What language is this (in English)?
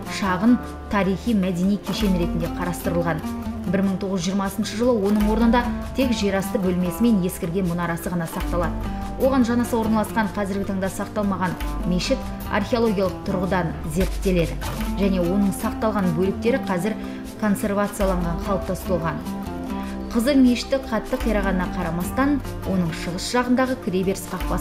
Kazakh